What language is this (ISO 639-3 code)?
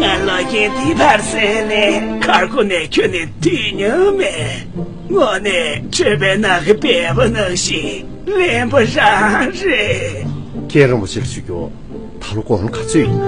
bod